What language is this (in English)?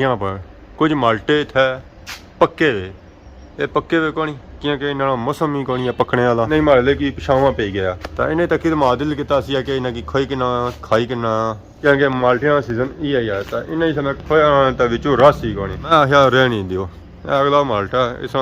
Pahari-Potwari